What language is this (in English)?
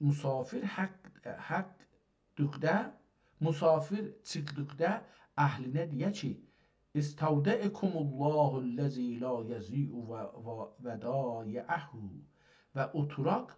South Azerbaijani